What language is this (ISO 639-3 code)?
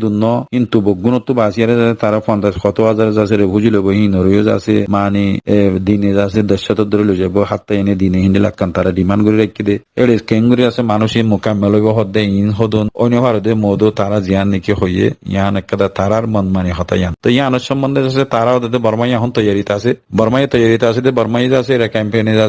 rhg